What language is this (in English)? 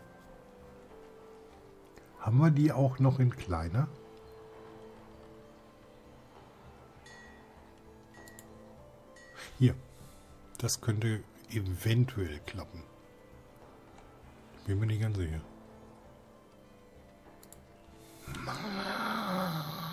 German